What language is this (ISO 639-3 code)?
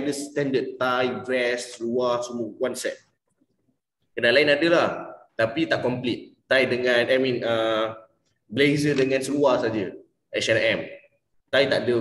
msa